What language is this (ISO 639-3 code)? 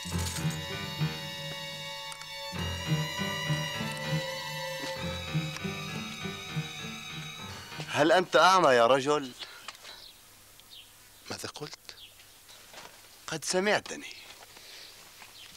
ara